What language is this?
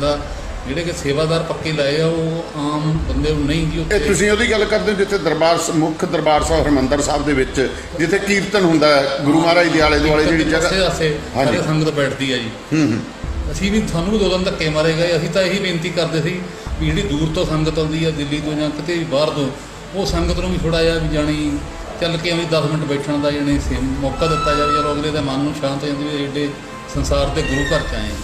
Punjabi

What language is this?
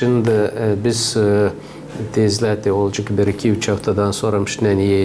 Gagauz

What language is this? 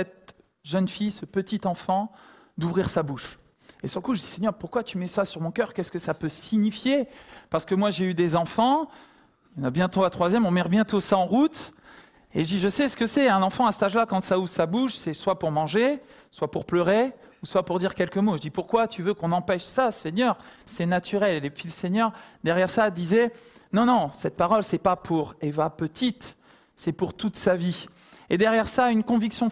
French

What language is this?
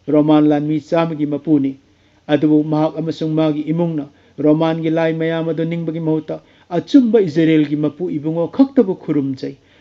Manipuri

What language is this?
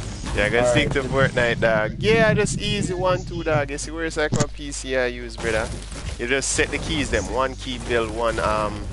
Jamaican Creole English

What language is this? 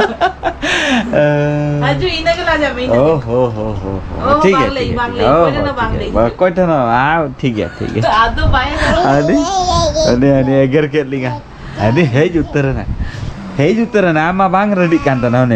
Santali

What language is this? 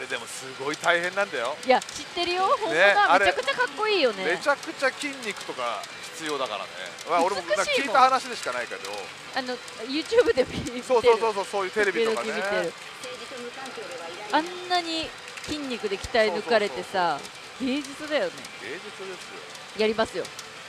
Japanese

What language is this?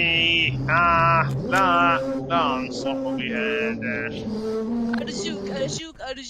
Mesopotamian Arabic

